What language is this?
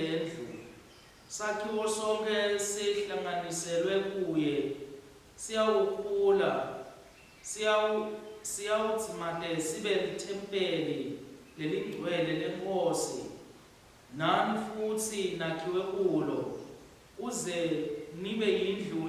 Swati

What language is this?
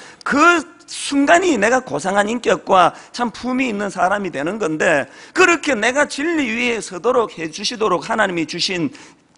Korean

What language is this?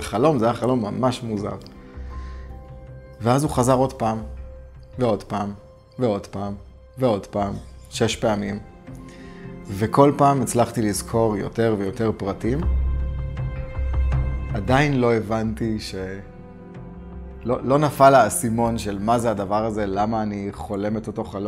Hebrew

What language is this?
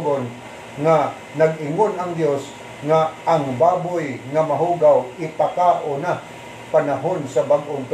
Cebuano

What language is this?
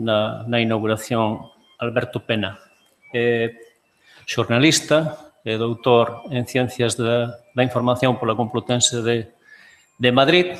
Galician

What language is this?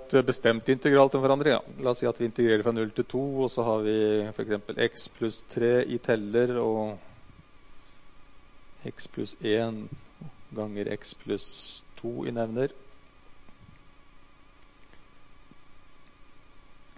Norwegian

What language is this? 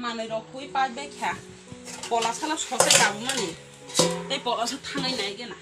Kok Borok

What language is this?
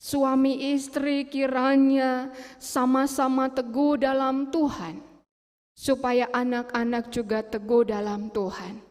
Batak Karo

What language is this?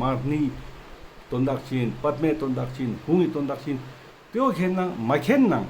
Ladakhi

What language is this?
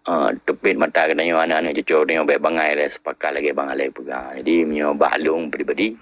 Achinese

